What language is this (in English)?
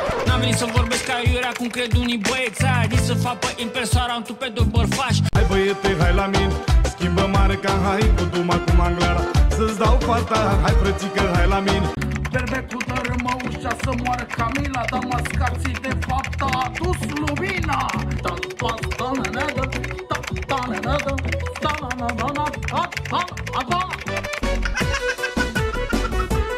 Romanian